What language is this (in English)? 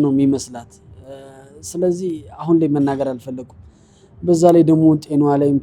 Amharic